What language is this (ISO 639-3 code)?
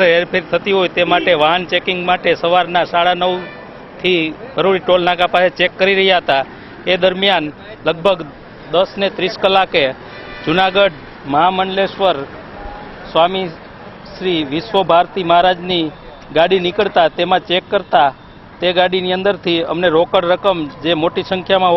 guj